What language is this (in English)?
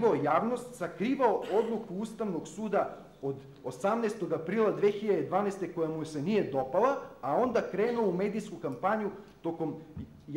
Serbian